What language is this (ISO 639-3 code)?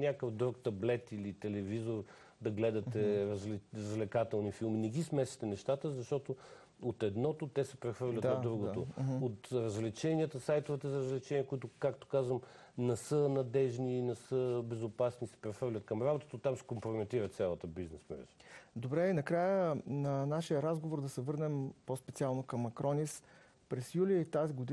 bul